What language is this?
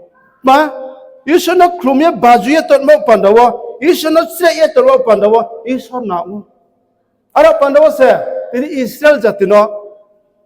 Riang (India)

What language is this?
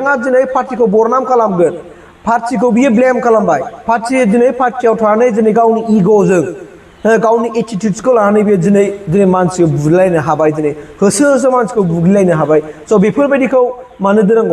Bodo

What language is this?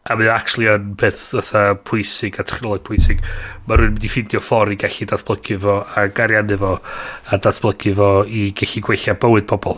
Welsh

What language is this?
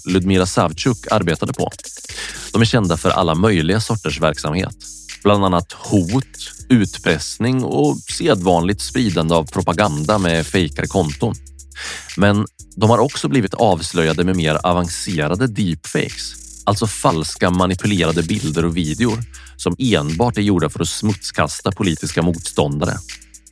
Swedish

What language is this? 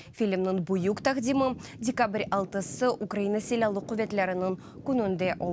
Crimean Tatar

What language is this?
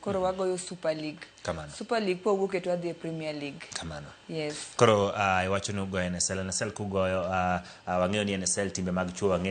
Luo (Kenya and Tanzania)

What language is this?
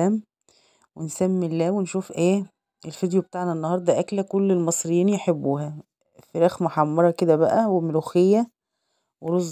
Egyptian Arabic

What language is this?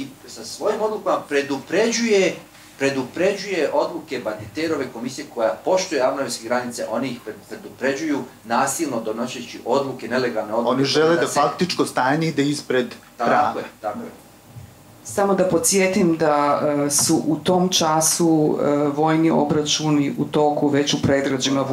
Serbian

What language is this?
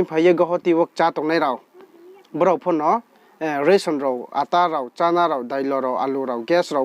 Riang (India)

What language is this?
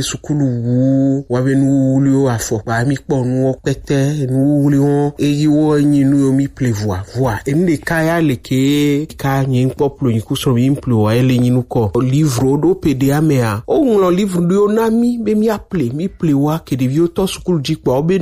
Gen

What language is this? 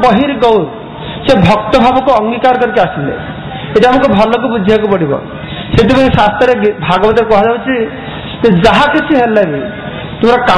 Odia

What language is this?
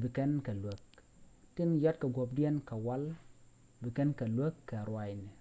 Nuer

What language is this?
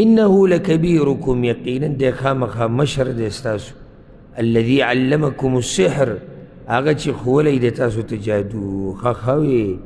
Pashto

